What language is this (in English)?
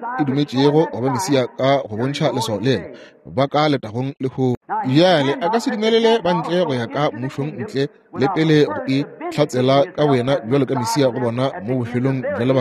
Northern Sotho